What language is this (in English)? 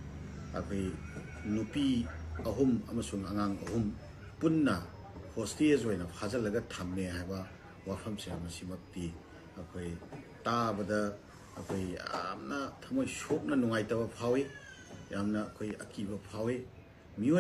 Manipuri